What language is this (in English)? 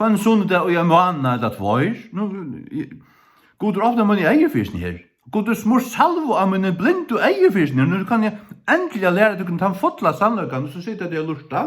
Faroese